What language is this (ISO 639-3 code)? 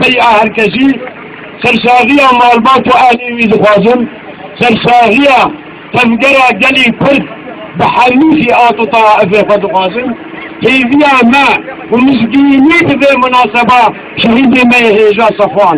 kur